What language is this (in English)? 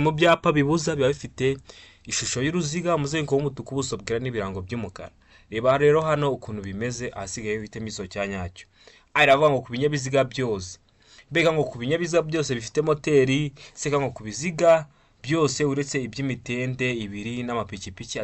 Kinyarwanda